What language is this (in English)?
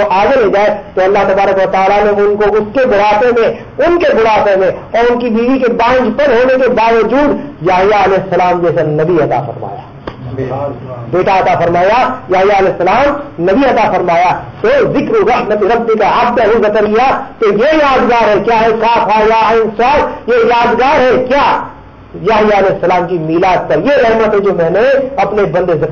Urdu